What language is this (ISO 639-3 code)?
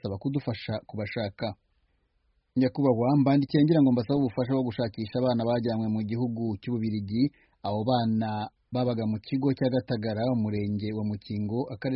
kin